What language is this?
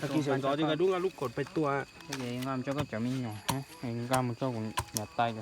Hmong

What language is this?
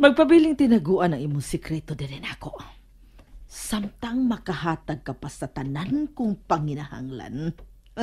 Cebuano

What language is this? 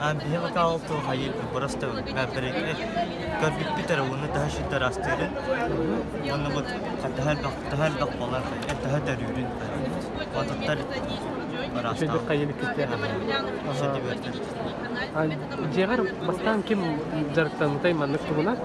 Yakut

